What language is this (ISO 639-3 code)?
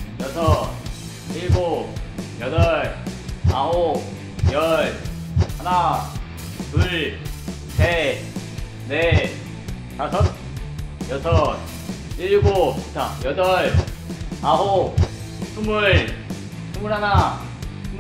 kor